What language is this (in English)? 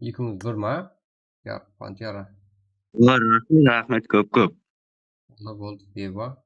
Kara-Kalpak